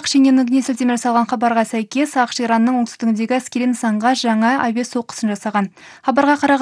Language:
Kazakh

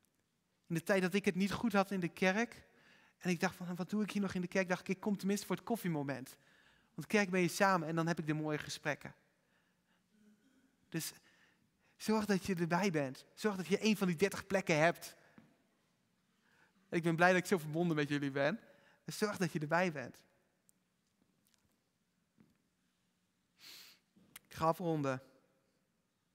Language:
Dutch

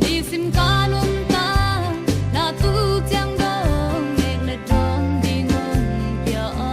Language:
Tedim Chin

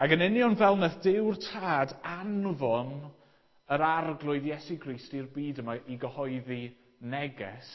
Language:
Welsh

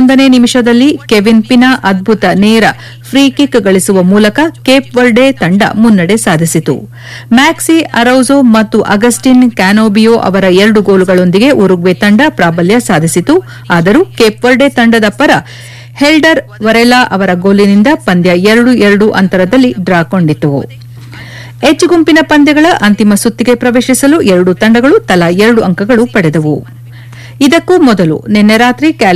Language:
Kannada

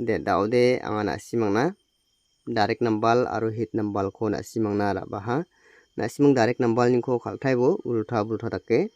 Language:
Garo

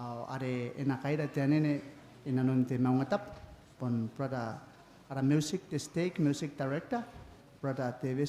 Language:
Gilbertese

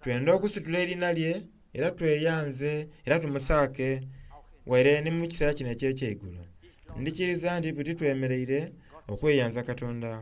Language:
Soga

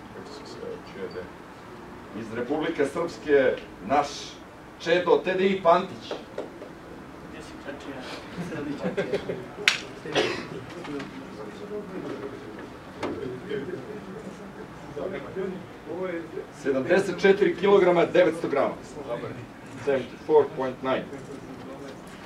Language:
Serbian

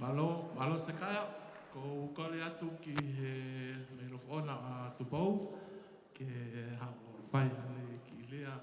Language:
Tongan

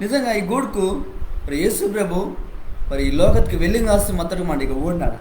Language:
Koya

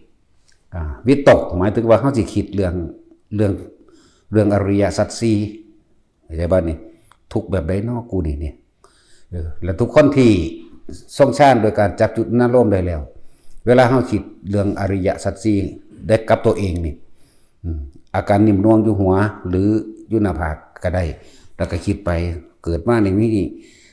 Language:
Northeastern Thai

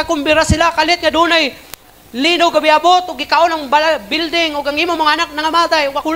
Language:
Cebuano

